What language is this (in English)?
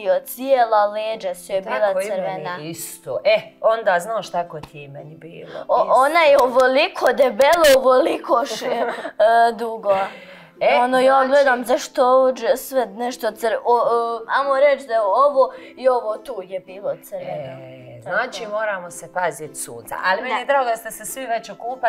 Croatian